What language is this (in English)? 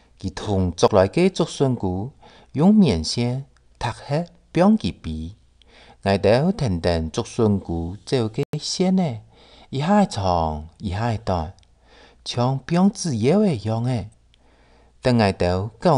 Hakka Chinese